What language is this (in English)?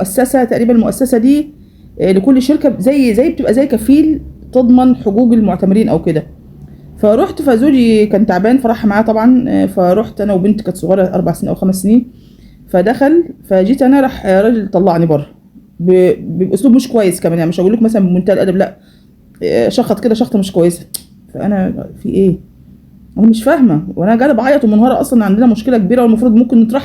Egyptian Arabic